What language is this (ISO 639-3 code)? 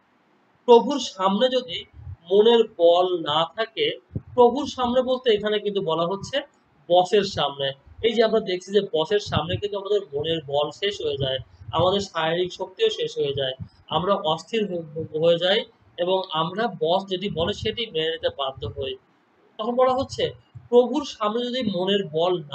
ben